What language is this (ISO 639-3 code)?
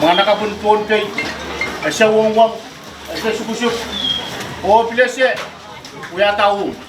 pon